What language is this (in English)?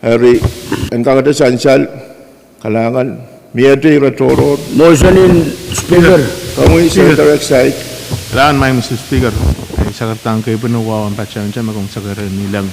Pohnpeian